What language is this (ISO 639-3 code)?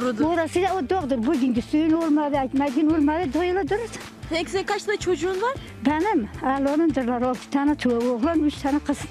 tur